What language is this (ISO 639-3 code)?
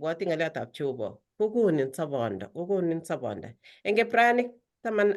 kln